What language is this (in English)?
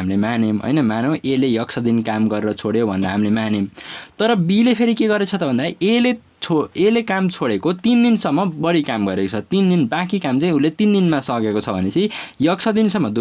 Nepali